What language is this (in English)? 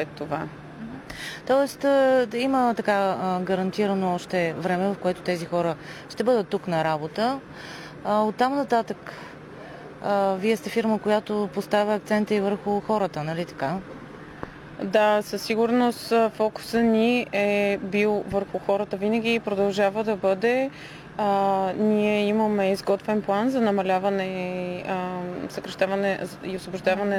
Bulgarian